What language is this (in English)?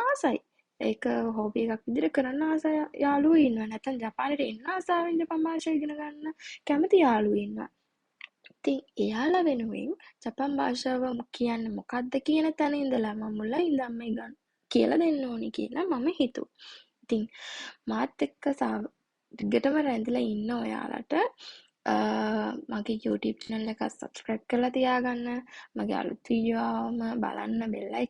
Sinhala